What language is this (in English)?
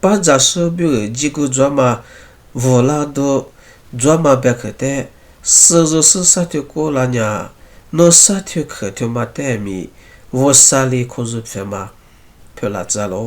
Lisu